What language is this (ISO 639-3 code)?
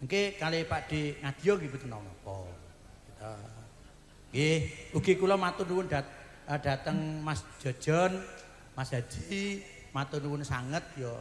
jav